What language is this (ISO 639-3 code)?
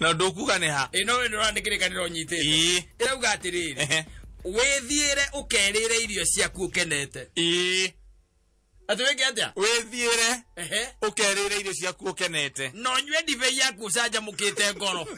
kik